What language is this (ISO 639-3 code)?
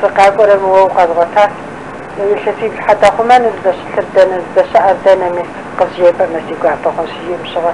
kbd